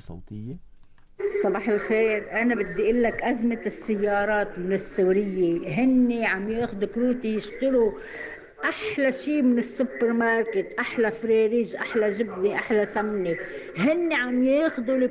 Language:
North Levantine Arabic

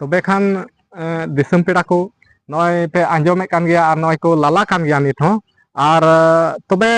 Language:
Santali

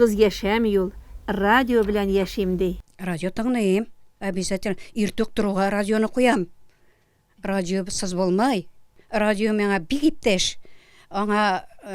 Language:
Tatar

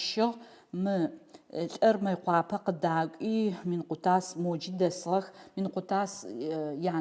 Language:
Adyghe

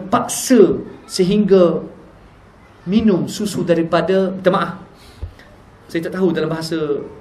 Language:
Malay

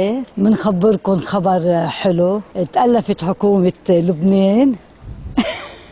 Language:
North Levantine Arabic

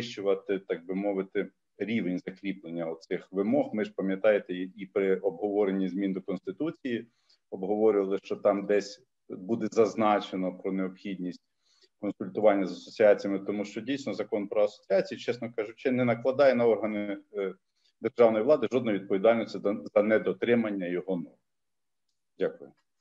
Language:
Ukrainian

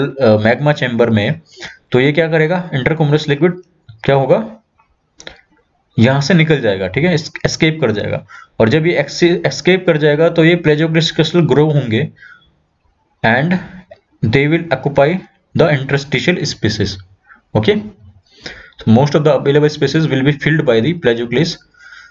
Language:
Hindi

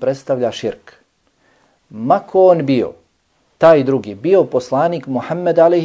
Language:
Bosnian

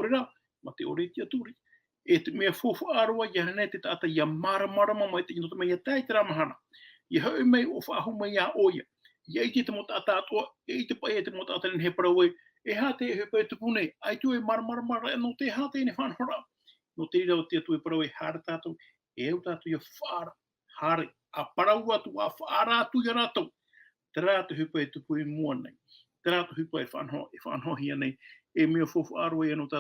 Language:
Tahitian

